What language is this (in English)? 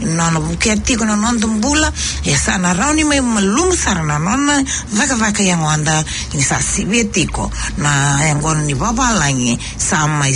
Fijian